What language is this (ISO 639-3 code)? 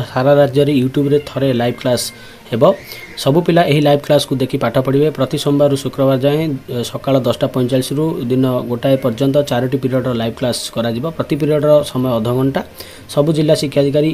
ori